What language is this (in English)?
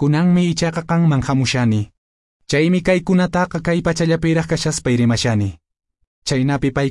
Quechua